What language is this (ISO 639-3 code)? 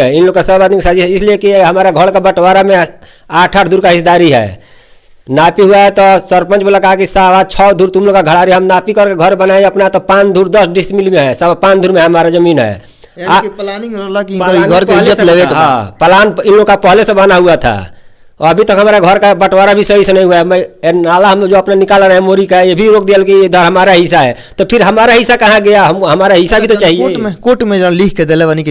bho